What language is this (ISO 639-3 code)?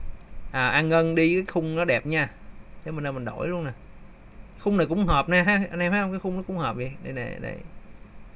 vie